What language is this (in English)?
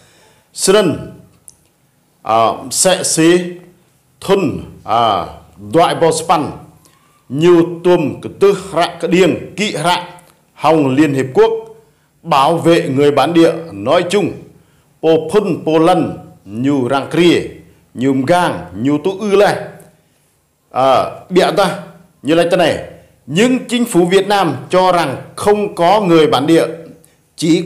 Rade